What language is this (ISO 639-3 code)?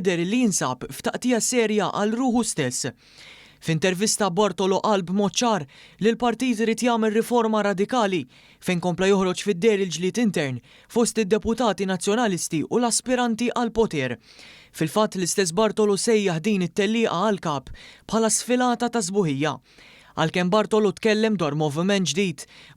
mlt